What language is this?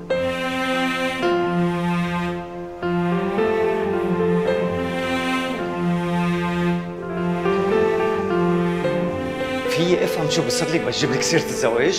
North Levantine Arabic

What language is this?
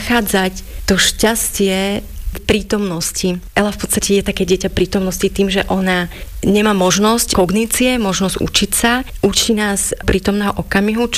Slovak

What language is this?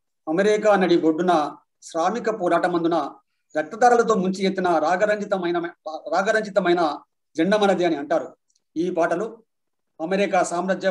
Telugu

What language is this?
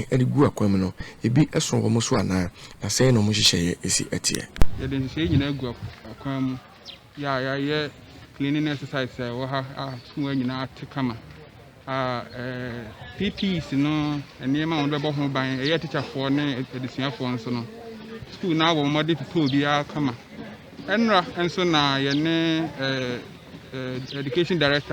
Akan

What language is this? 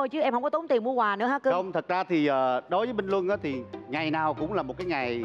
Vietnamese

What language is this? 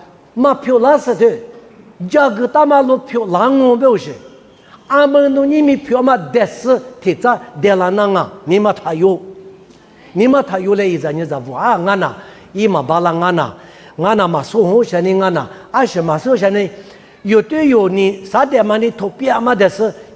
Lisu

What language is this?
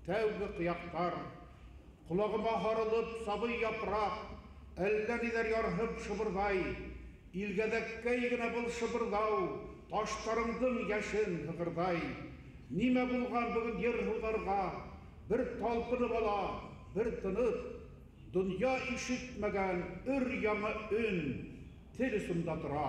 Bashkir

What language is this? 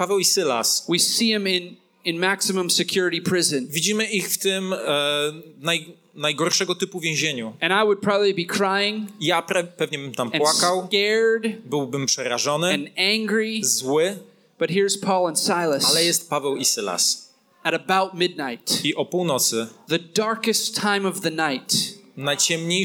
Polish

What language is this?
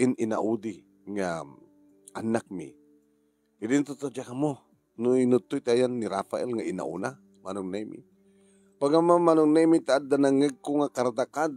Iloko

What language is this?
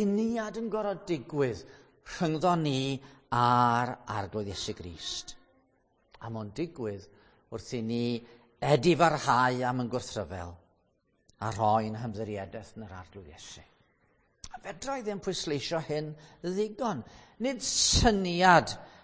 Welsh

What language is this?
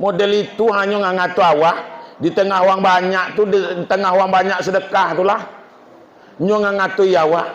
Minangkabau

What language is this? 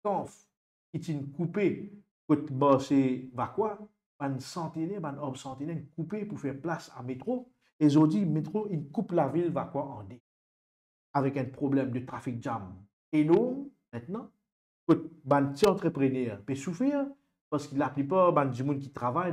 Morisyen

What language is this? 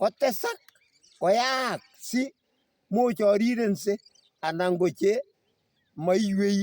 Kalenjin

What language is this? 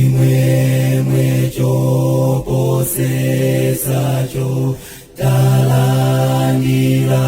Nyanja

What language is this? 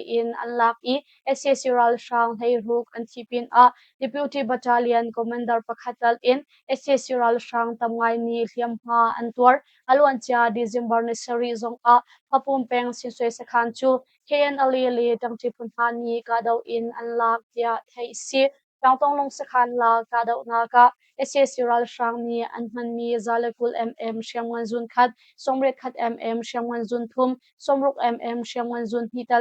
Hakha Chin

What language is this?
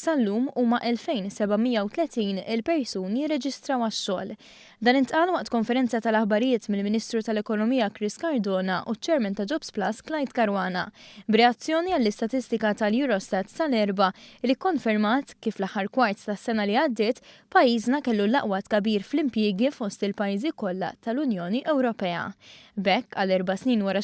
Maltese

